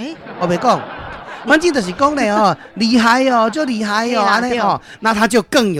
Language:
Min Nan Chinese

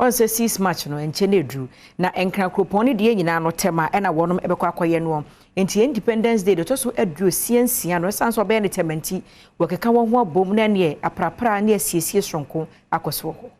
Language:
Akan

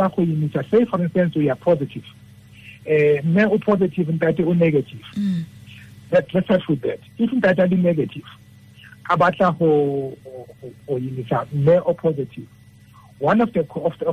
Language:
Tswana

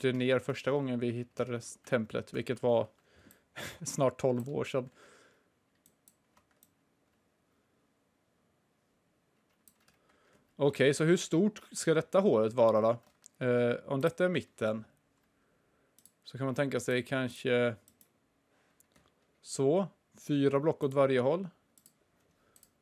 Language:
Swedish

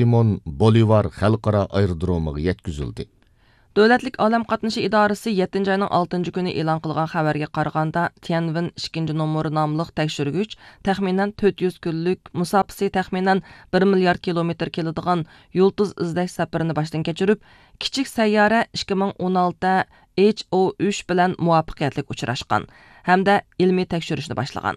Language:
Uyghur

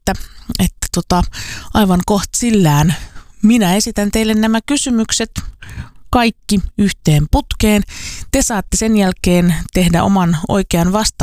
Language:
Finnish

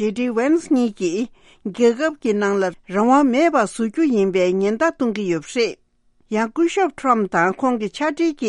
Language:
Tibetan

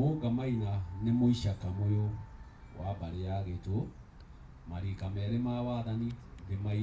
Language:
Kikuyu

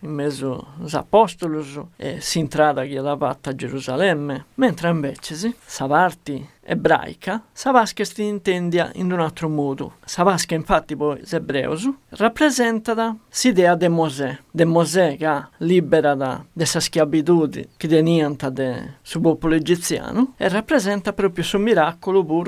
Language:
Sardinian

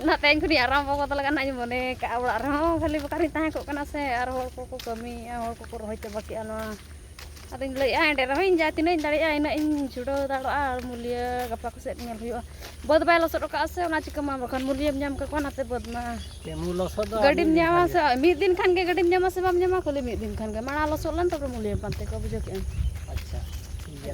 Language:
Santali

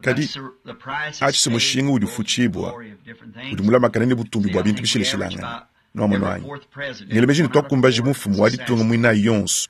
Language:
Luba-Lulua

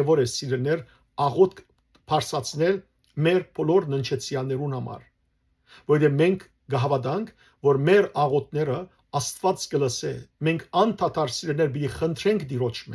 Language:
Western Armenian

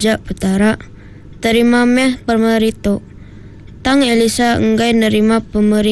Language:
Iban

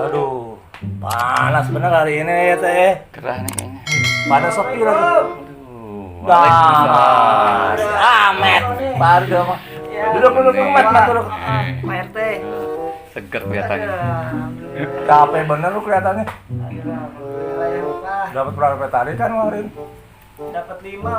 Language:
Betawi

